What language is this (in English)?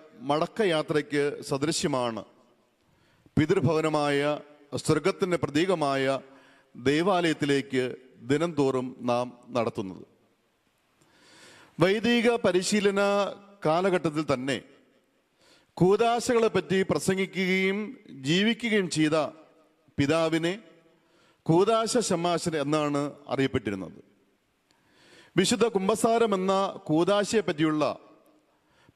Malayalam